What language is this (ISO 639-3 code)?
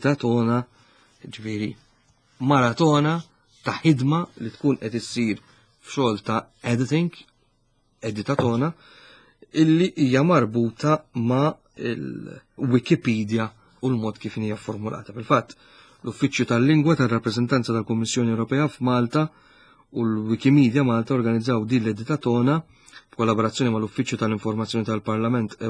mlt